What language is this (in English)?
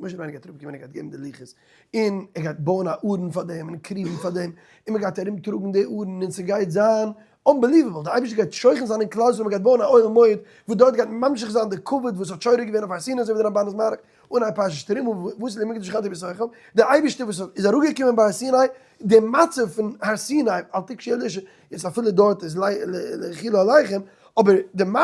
Yiddish